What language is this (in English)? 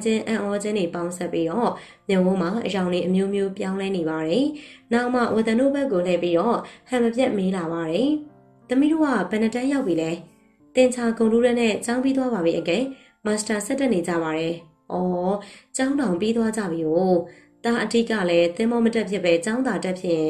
Burmese